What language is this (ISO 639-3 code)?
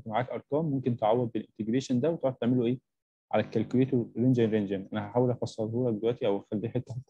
arz